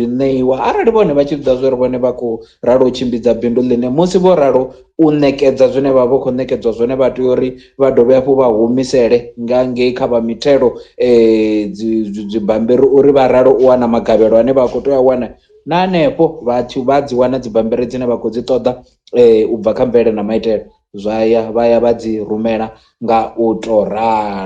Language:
Venda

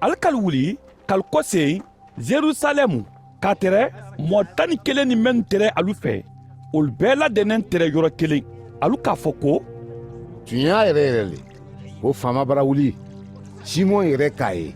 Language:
Mandingo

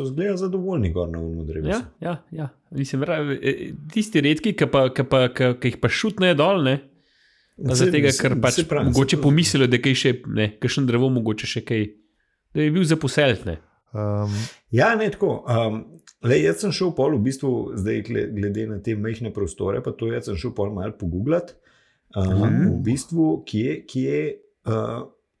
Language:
Slovenian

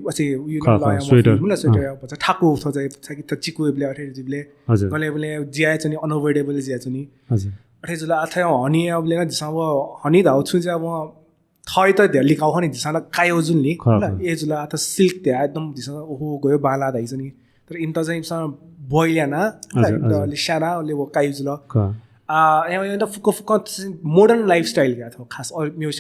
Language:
Newari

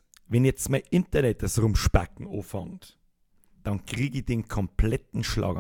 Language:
Bavarian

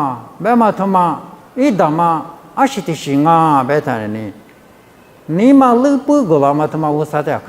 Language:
Lisu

